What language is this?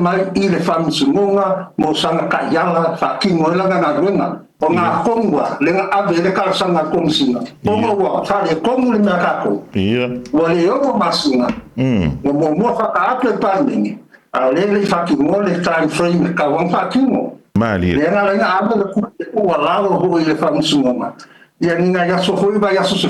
Samoan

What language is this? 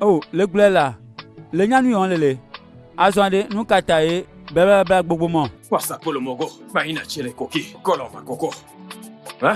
Ewe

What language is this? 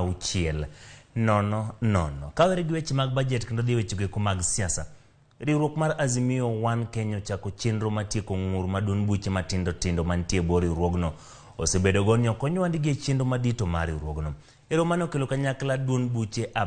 Luo (Kenya and Tanzania)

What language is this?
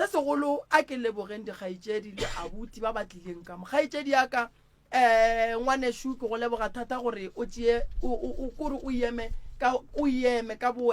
Northern Sotho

